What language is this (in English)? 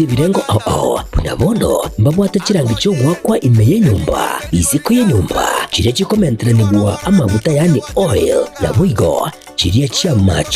Gusii